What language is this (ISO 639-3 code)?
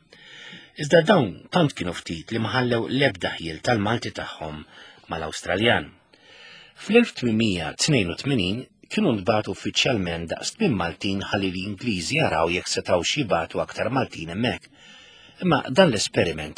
mlt